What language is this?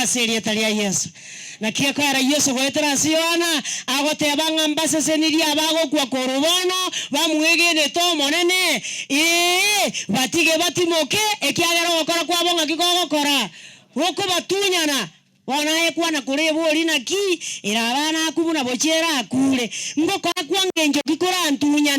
Gusii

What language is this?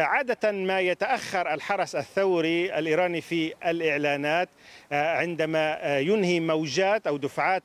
Arabic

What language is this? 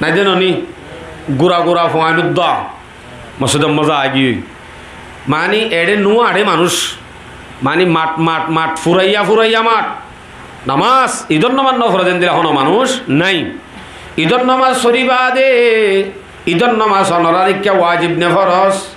Rohingya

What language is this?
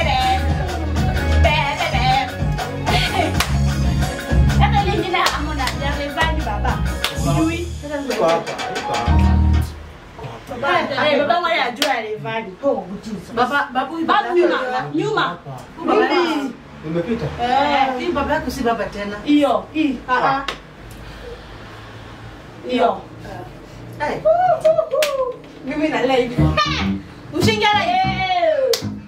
Swahili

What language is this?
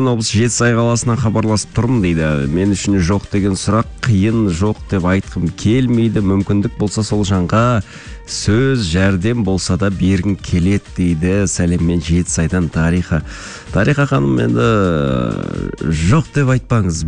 Kazakh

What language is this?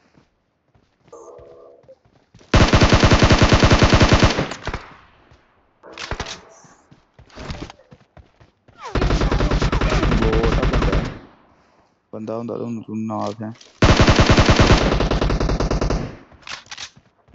Punjabi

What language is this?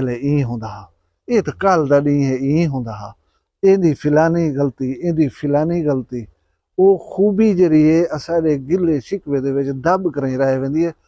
Saraiki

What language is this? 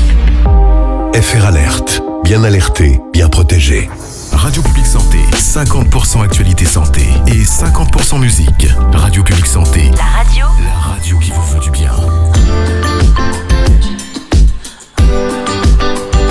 French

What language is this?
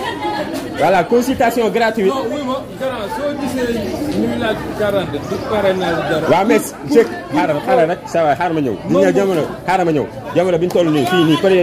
Wolof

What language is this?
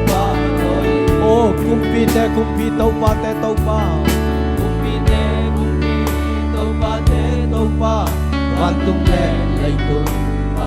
Tedim Chin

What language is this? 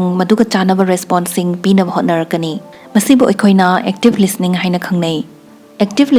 Manipuri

